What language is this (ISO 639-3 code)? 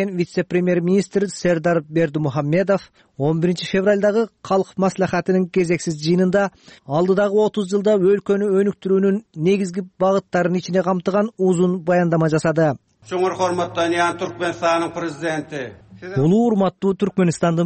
kir